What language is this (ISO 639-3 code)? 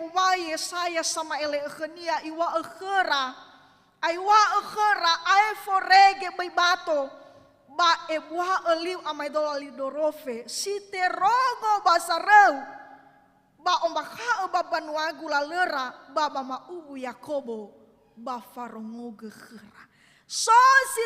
nia